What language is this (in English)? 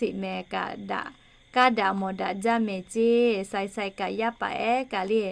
Lahu